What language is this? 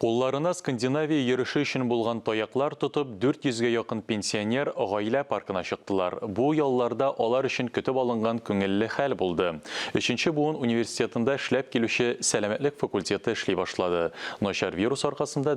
Tatar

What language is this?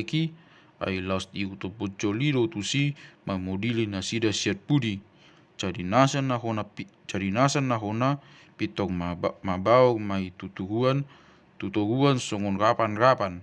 Batak Toba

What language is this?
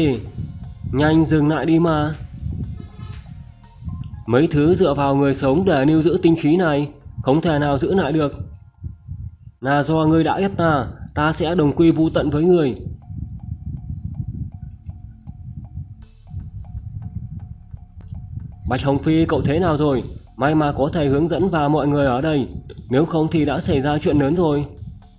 Vietnamese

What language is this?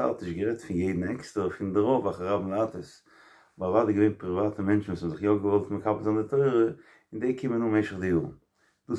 Yiddish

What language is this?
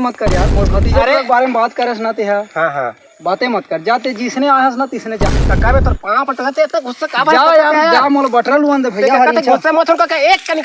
Chhattisgarhi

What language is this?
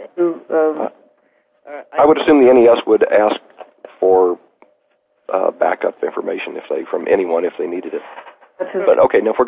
English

